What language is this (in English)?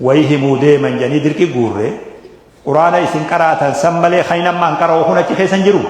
Oromo